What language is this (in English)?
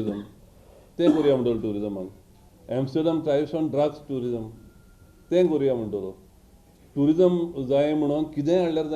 Konkani